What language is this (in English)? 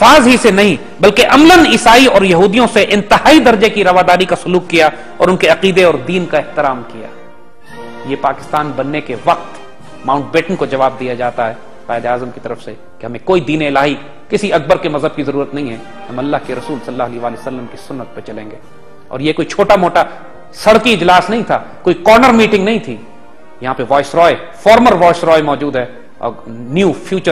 Urdu